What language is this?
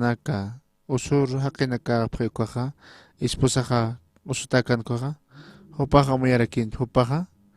Aymara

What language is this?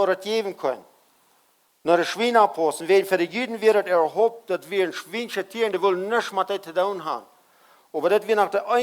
Plautdietsch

